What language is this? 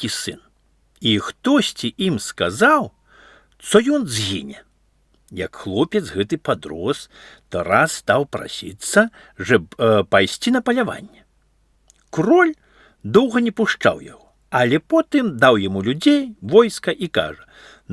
Belarusian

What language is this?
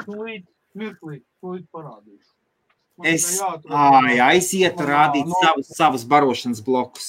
Latvian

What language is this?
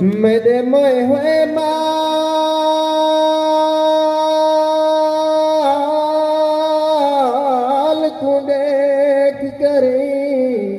Saraiki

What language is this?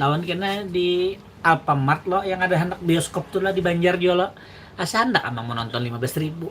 Banjar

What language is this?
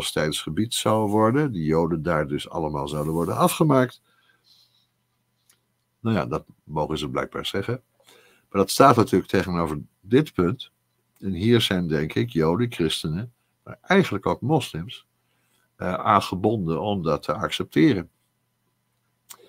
Dutch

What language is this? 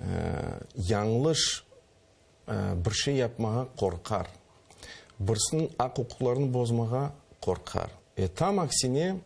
Crimean Tatar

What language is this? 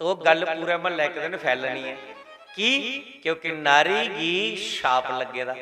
Dogri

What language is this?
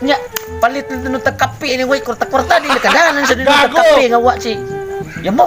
Cebuano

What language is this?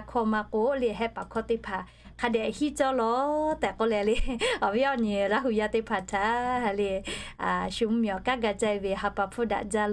Lahu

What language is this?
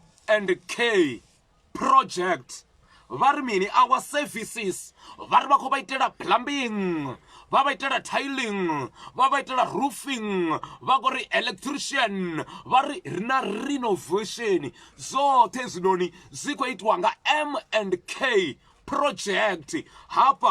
Venda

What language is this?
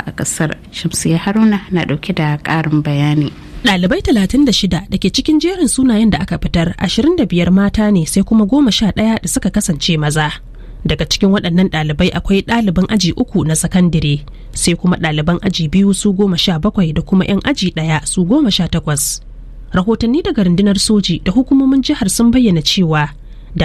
Hausa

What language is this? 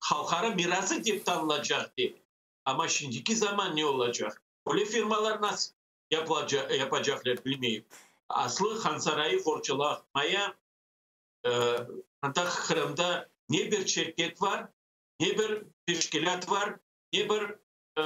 Crimean Tatar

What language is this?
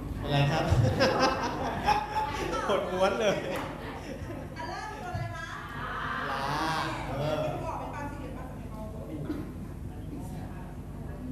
Thai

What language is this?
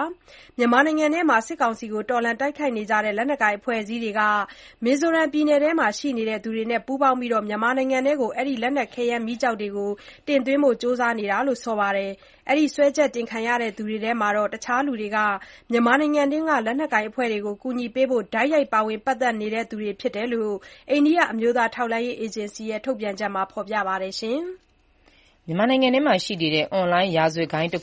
Burmese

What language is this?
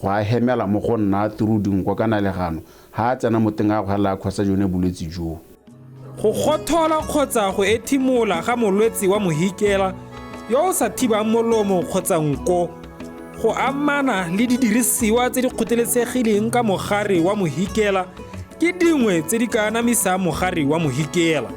Tswana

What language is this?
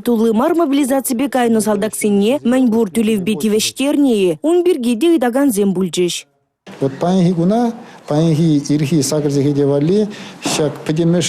Chuvash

